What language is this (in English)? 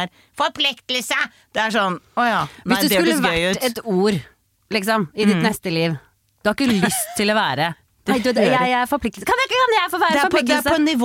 Norwegian